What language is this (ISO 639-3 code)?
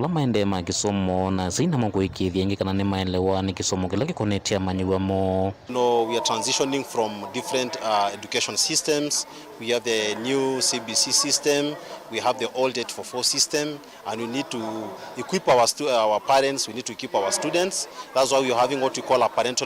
kam